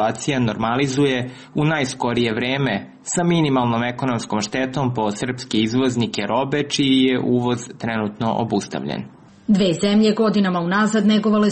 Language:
Serbian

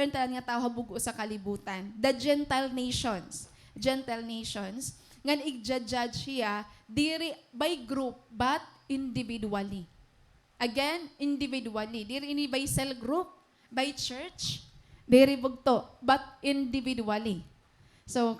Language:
Waray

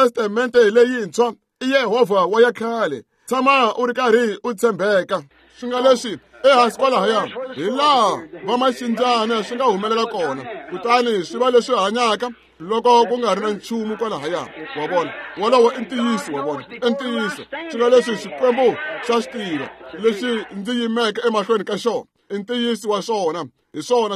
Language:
Tsonga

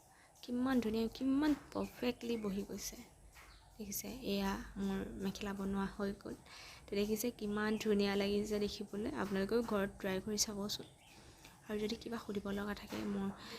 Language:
Assamese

